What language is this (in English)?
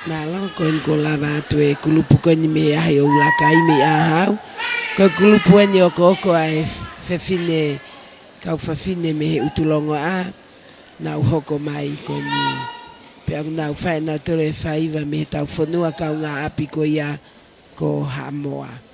Tongan